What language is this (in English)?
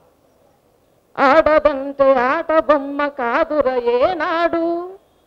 Telugu